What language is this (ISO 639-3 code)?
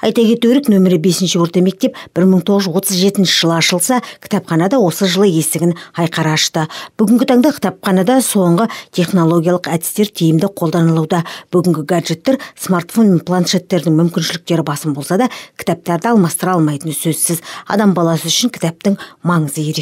kaz